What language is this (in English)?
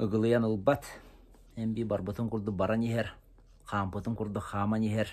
Yakut